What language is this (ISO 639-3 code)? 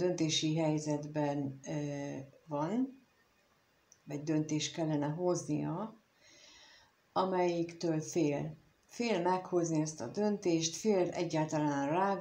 hun